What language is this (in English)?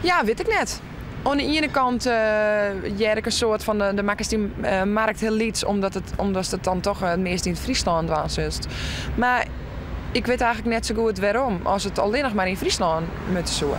Western Frisian